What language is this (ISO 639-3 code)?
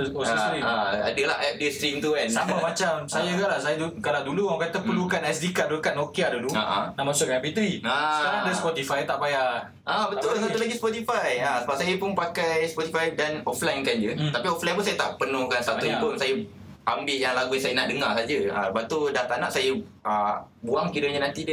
msa